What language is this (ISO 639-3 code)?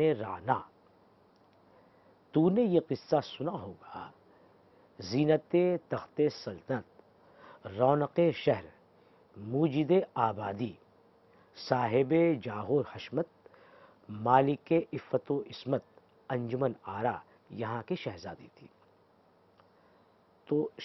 urd